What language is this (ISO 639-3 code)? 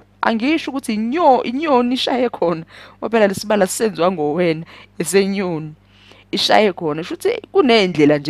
zul